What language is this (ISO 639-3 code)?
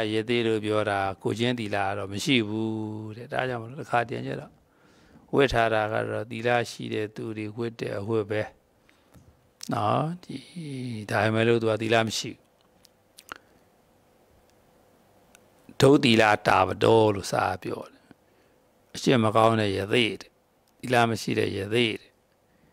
mya